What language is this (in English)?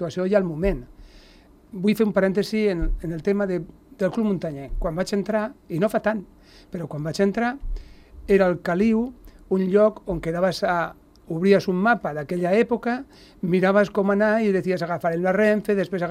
Catalan